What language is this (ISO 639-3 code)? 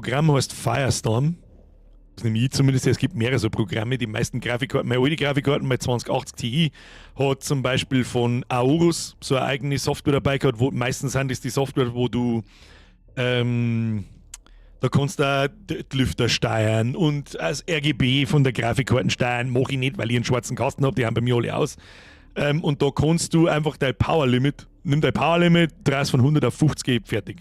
bar